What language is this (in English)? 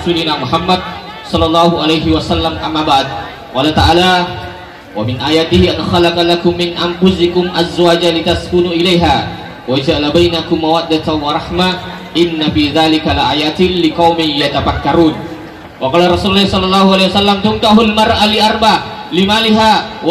Buginese